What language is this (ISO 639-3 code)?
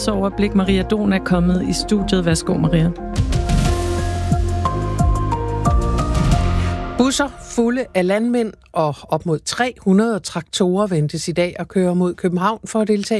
dan